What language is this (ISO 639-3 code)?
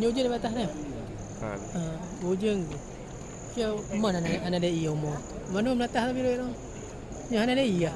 ace